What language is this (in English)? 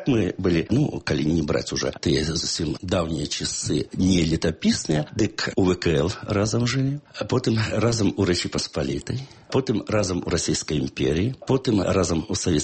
Belarusian